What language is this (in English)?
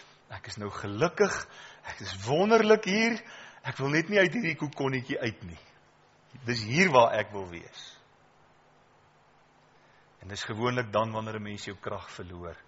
Afrikaans